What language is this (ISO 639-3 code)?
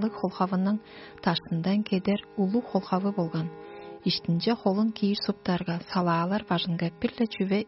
tyv